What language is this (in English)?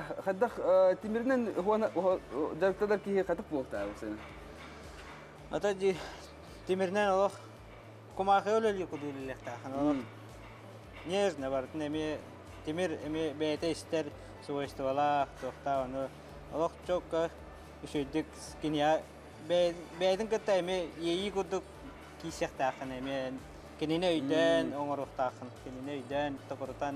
Yakut